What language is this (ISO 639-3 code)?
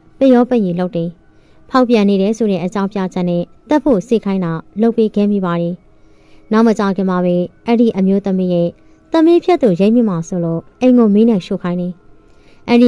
mya